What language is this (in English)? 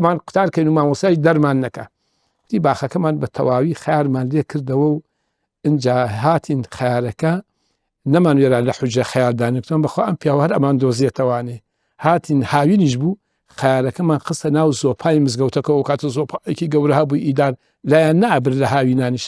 Central Kurdish